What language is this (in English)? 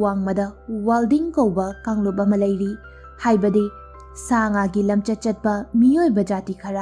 Manipuri